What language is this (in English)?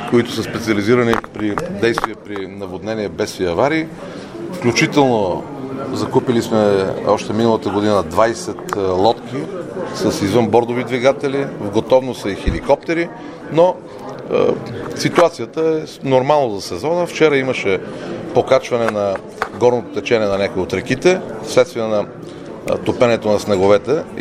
Bulgarian